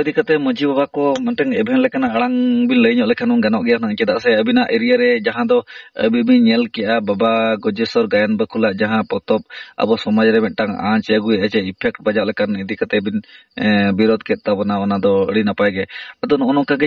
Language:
Santali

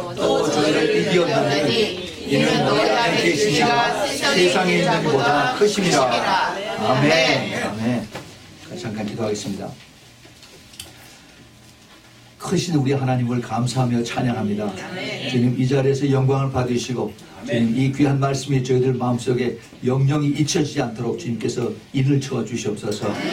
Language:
Korean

